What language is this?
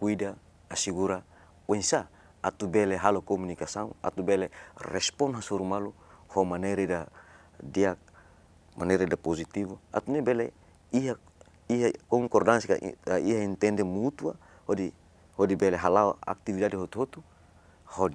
Tetum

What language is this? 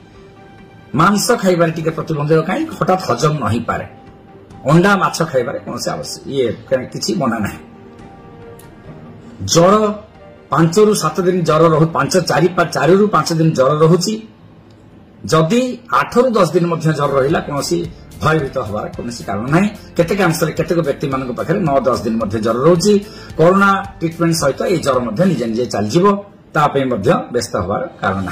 Odia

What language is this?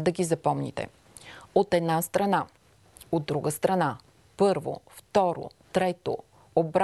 Bulgarian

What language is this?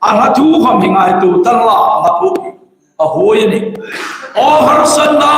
Hmar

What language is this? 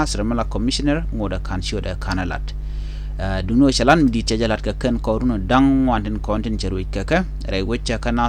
Nuer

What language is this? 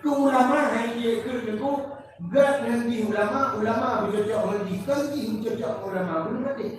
Achinese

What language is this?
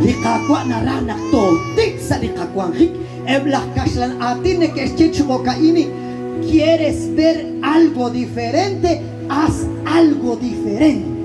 Kekchí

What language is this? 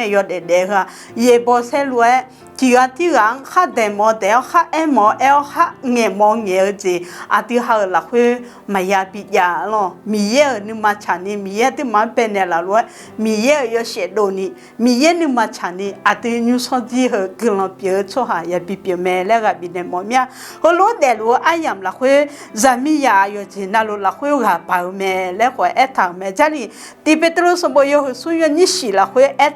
Akha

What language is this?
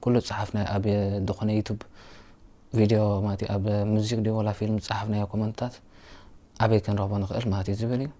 Tigrinya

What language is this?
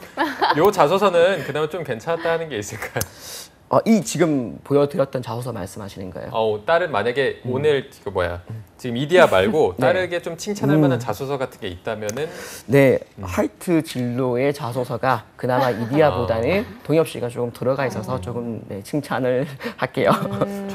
Korean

